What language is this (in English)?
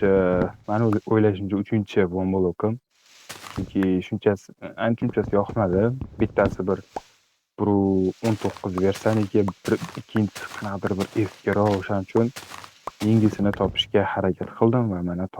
Uzbek